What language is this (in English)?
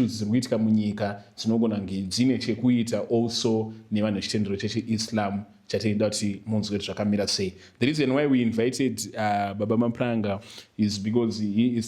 Shona